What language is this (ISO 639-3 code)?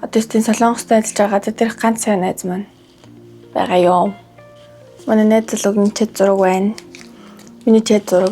mon